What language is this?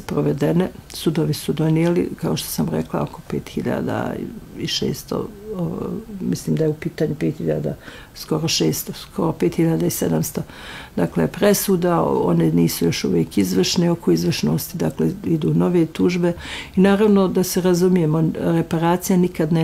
Bosnian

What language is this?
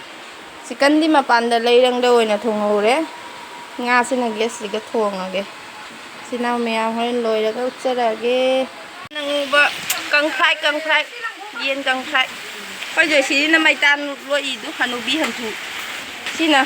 Manipuri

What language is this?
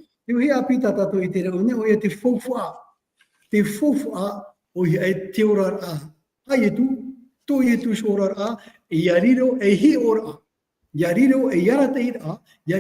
Tahitian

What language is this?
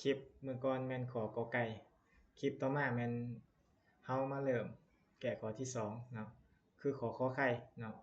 Lao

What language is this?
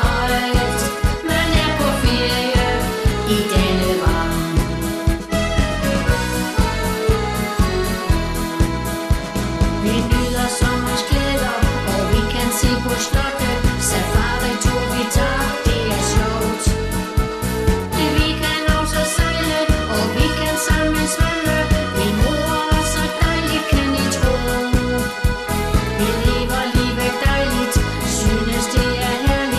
Danish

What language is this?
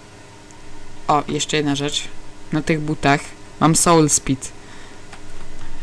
Polish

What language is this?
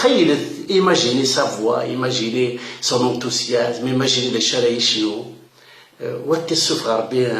Kabyle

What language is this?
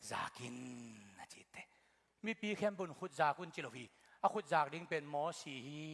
Tedim Chin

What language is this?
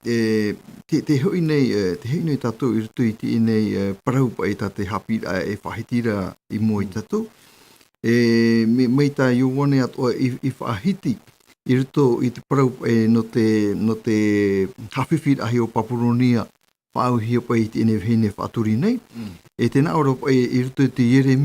Tahitian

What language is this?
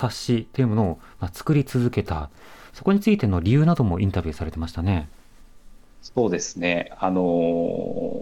Japanese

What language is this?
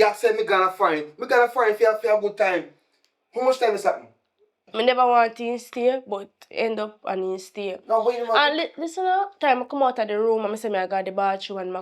Jamaican Creole English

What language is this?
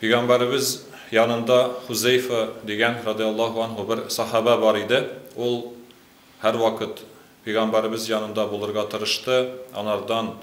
Tatar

